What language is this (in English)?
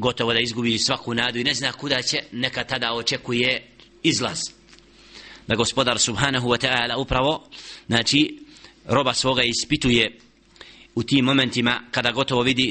Bosnian